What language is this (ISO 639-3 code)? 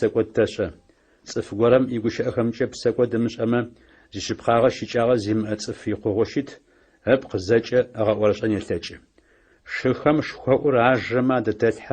ady